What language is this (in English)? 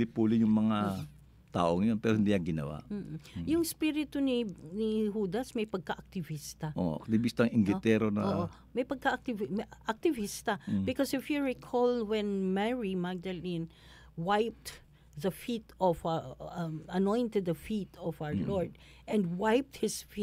Filipino